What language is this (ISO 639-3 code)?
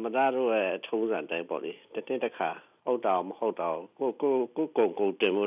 mya